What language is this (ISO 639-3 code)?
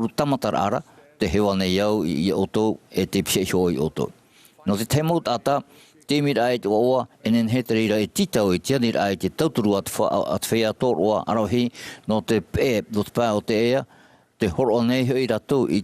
tah